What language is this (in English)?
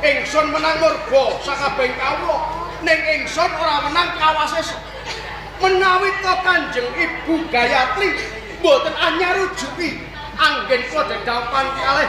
Javanese